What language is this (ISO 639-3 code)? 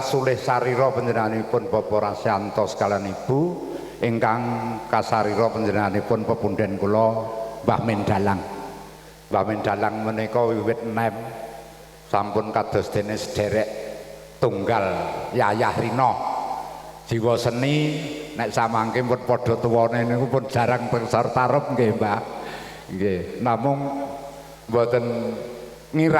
jav